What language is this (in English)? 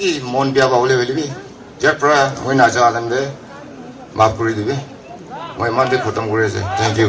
Naga Pidgin